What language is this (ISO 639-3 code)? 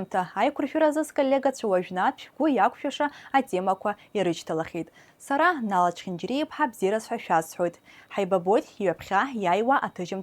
abk